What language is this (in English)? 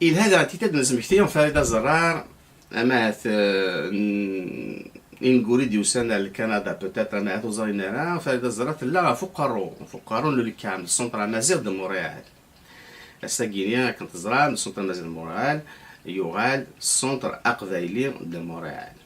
Kabyle